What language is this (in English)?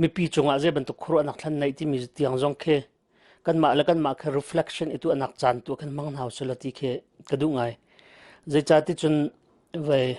Hakha Chin